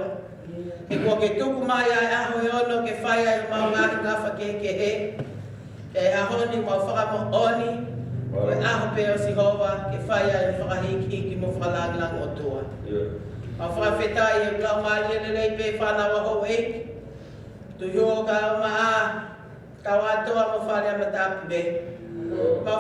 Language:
Tongan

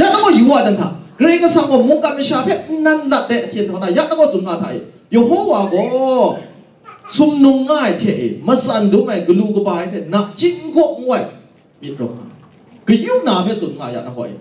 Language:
Kachin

